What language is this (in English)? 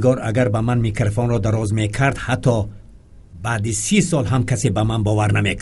Tajik